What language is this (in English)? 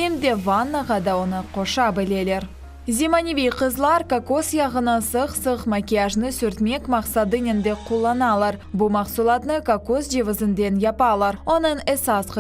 Crimean Tatar